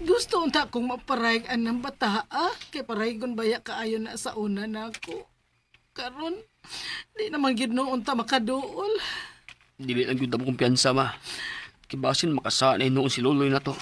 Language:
Cebuano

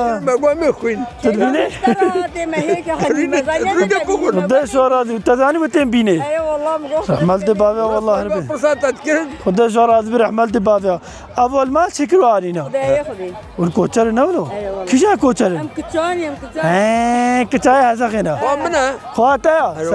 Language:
Kurdish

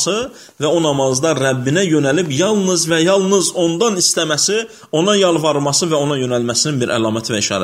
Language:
Azerbaijani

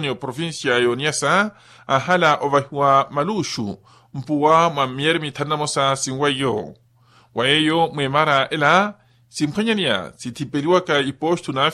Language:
Makhuwa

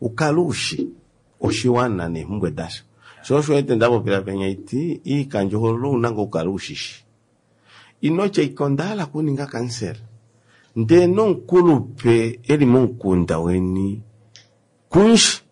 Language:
Kuanyama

